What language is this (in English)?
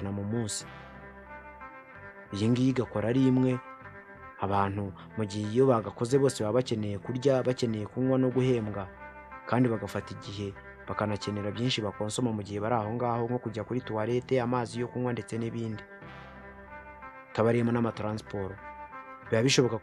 Kinyarwanda